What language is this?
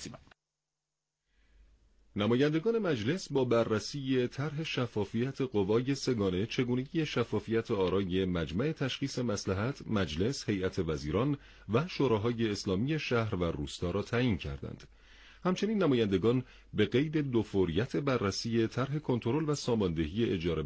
Persian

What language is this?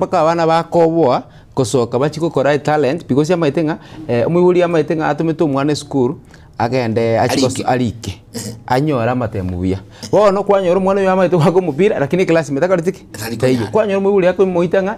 Gusii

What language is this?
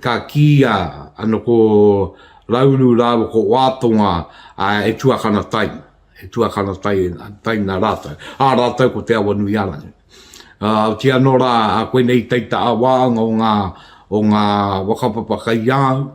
Māori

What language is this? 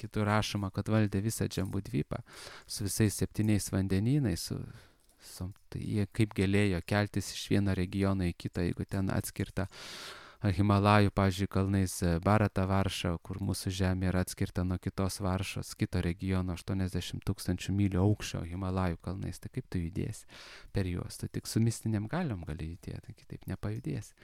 Lithuanian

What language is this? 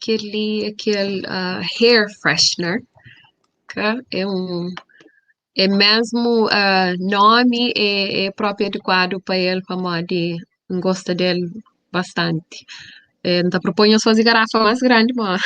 Kabuverdianu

